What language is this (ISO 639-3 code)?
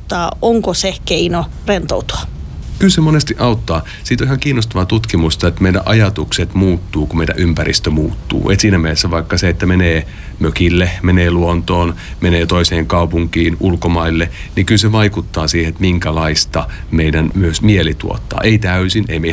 fin